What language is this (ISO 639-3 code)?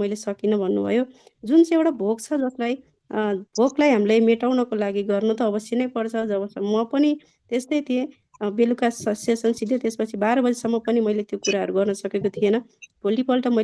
nep